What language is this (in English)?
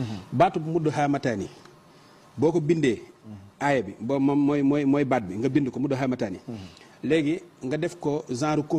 Wolof